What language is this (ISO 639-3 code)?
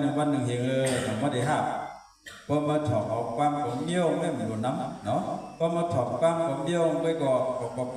shn